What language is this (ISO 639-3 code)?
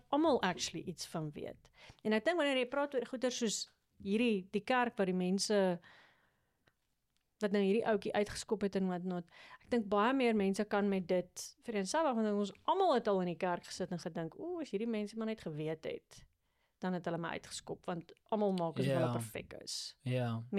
afr